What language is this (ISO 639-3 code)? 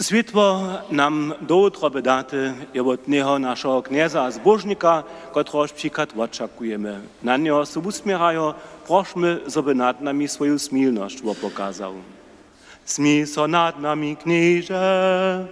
hsb